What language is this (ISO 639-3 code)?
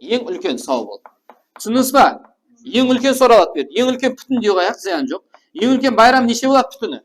kaa